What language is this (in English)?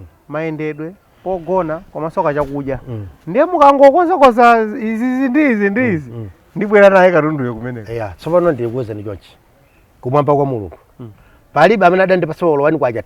Nyanja